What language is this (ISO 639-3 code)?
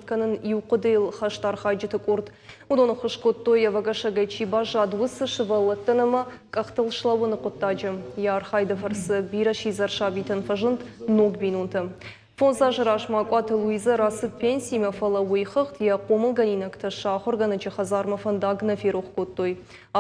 oss